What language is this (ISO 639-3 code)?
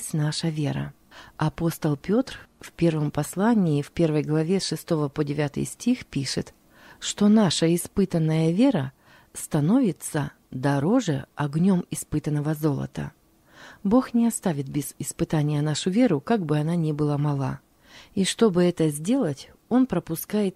rus